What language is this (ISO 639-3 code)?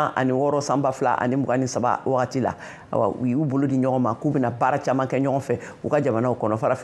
bam